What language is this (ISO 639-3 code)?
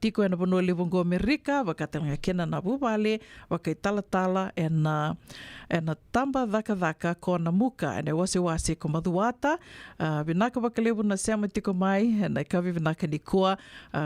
fij